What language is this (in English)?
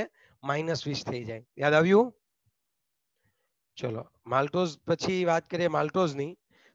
Gujarati